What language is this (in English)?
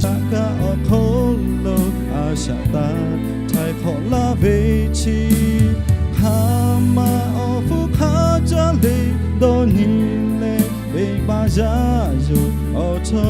Lahu